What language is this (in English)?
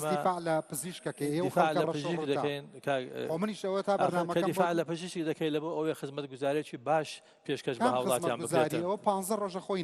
Central Kurdish